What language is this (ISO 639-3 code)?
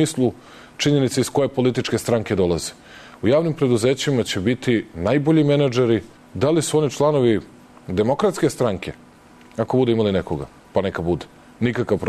srp